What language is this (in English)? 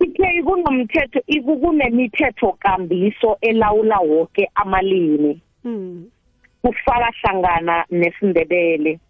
South Ndebele